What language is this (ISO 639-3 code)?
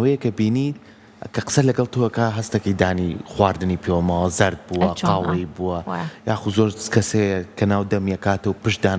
ckb